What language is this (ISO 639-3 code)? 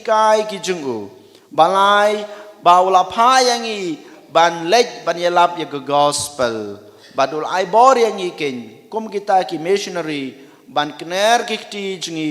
kha